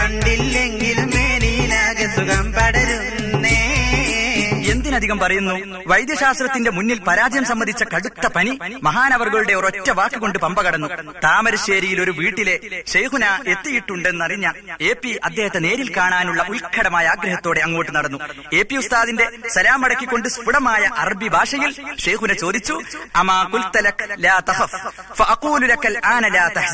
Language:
Malayalam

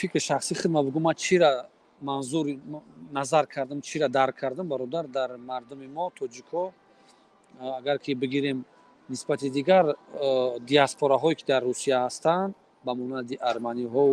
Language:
Tajik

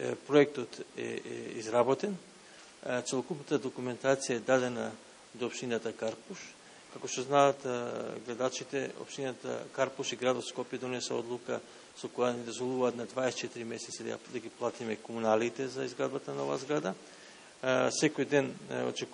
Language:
Macedonian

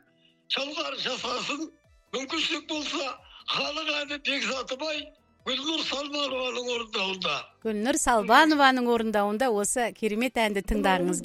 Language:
Kazakh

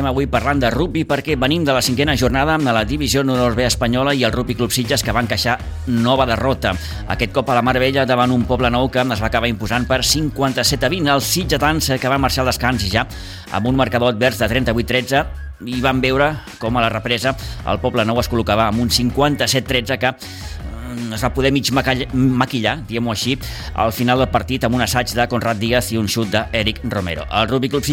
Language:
Catalan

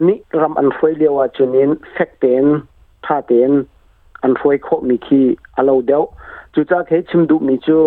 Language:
Hakha Chin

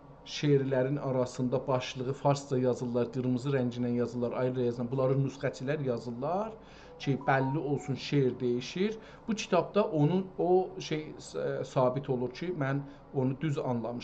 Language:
South Azerbaijani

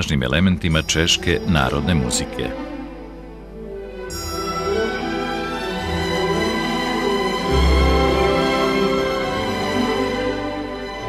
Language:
Serbian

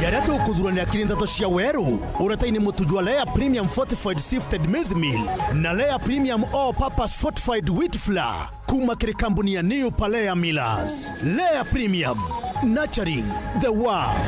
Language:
Meru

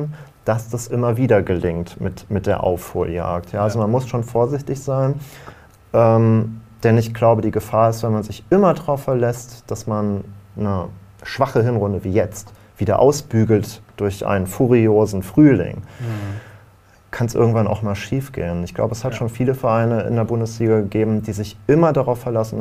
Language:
German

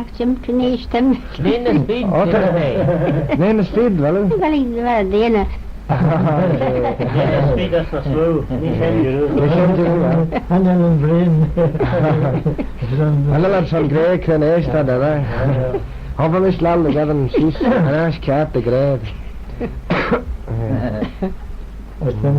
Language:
Manx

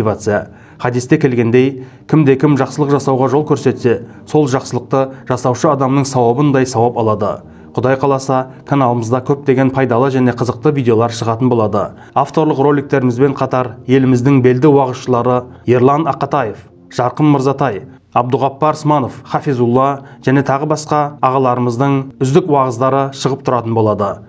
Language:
Kazakh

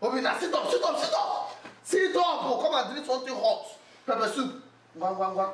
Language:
Nigerian Pidgin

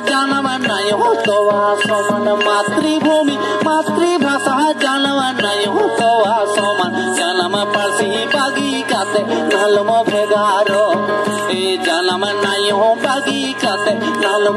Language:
Santali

